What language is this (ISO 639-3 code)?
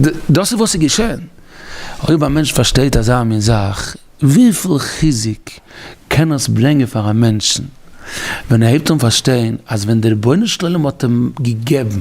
yid